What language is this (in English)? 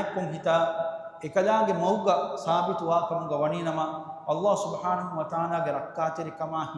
Divehi